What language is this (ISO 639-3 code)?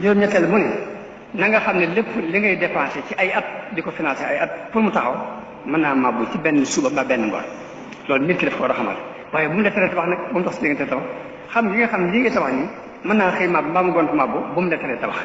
wol